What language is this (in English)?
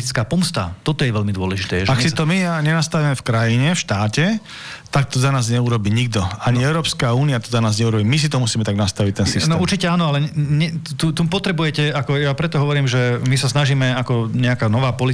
Slovak